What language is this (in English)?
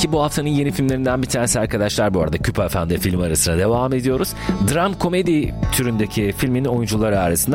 Turkish